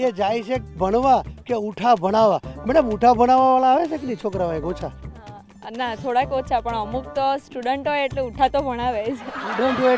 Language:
Gujarati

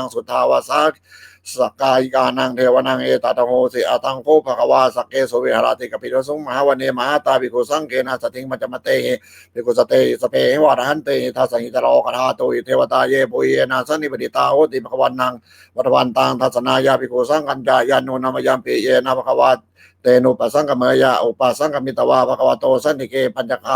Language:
Pali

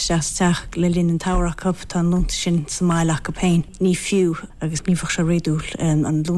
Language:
Irish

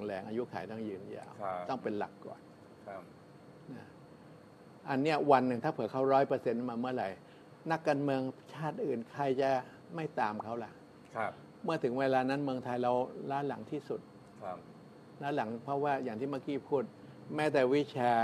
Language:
Thai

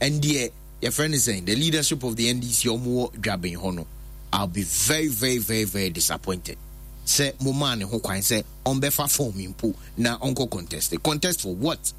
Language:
Akan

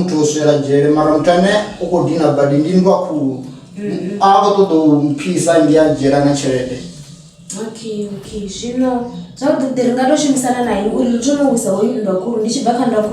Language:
Venda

